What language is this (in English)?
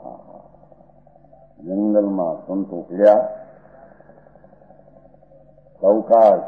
Gujarati